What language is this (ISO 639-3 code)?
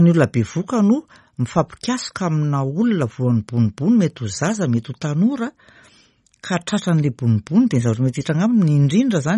mlg